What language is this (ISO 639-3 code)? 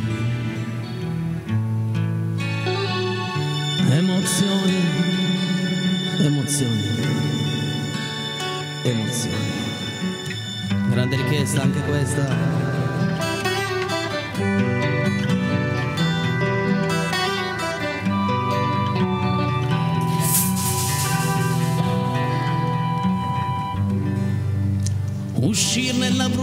ita